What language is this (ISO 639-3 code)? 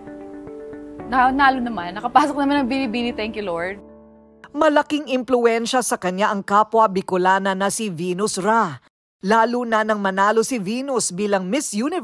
fil